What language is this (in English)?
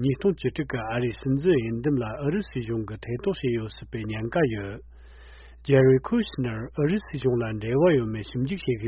Tibetan